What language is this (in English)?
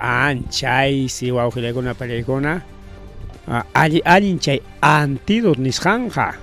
Ayacucho Quechua